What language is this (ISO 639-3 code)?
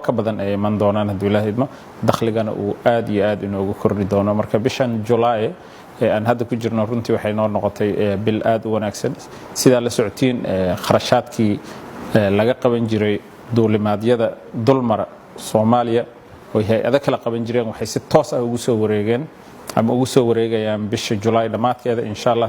som